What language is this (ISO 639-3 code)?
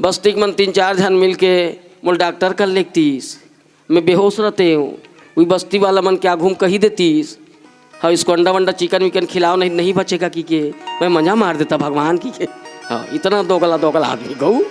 hne